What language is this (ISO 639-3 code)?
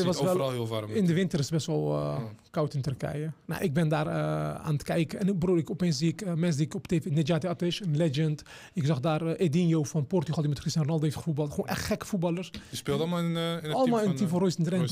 nld